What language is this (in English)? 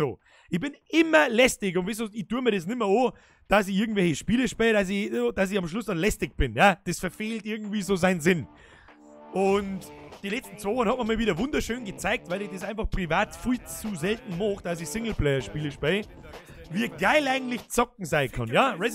Bavarian